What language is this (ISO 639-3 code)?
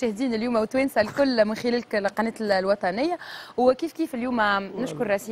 aeb